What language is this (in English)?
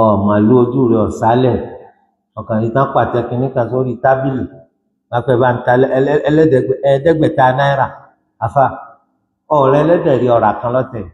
Yoruba